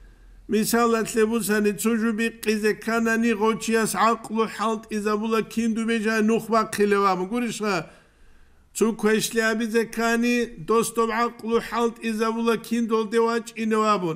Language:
Avaric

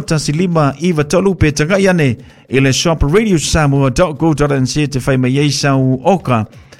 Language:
Samoan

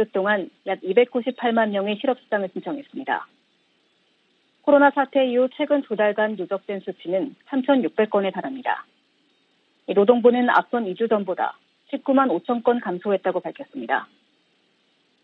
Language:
Korean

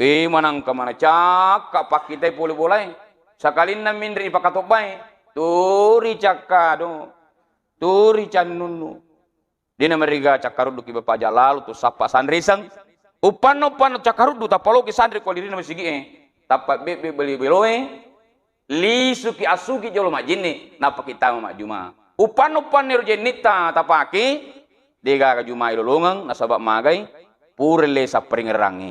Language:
Buginese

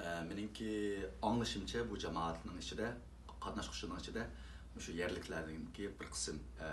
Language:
Uyghur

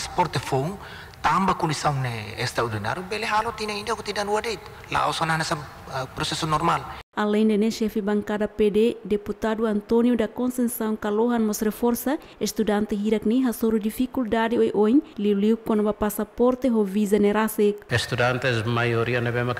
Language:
Tetum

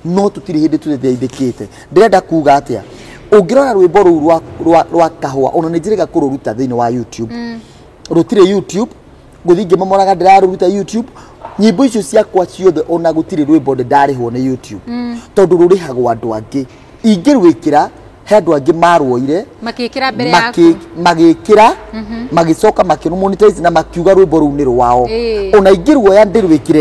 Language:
Kikuyu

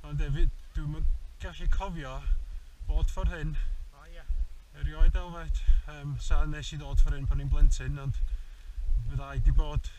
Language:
Welsh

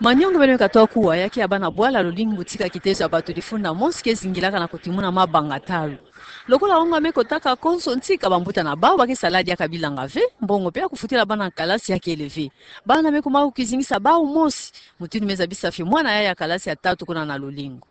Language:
Kituba (Democratic Republic of Congo)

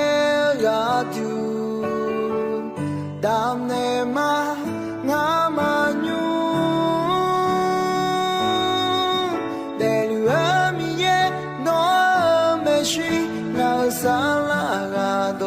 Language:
Akha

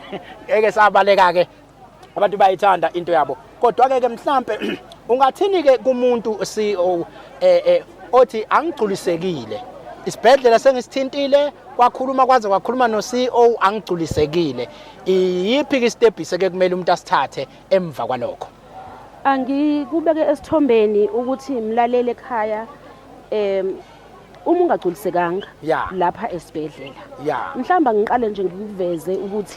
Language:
Zulu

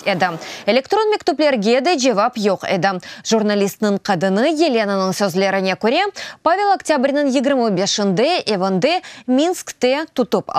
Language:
Crimean Tatar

